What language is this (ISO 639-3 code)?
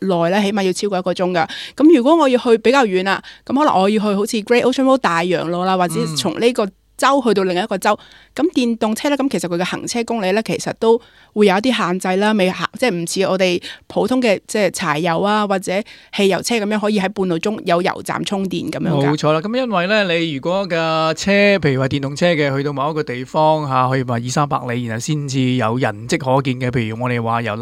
yue